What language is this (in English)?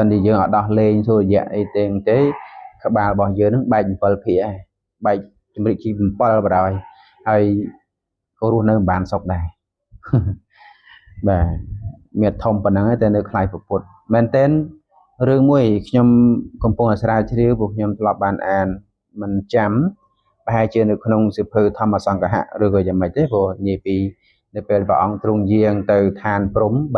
Khmer